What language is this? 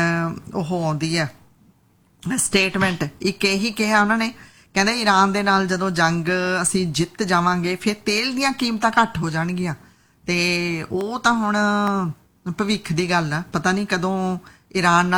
Punjabi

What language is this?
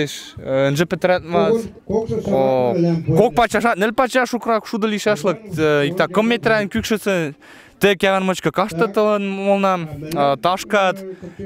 Western Mari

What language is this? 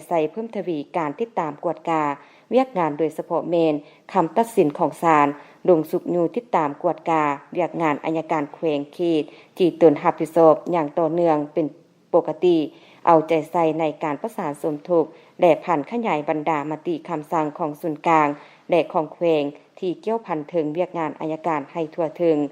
Lao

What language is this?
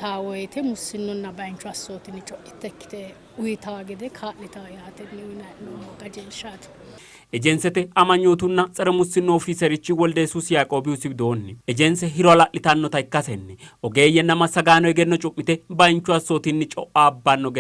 Sidamo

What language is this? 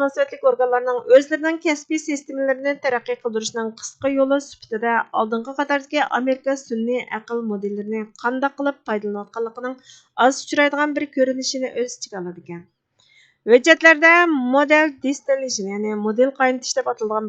Uyghur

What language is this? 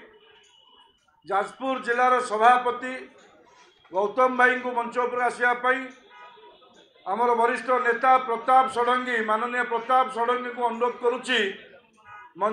Odia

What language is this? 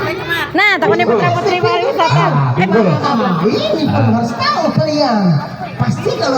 Banjar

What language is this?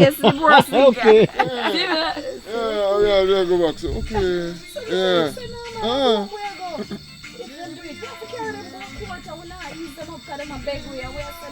Jamaican Creole English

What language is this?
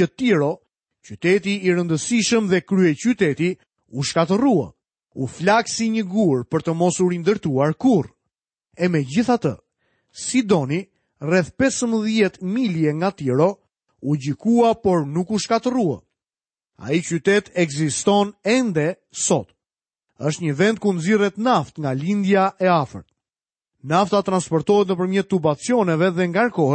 Albanian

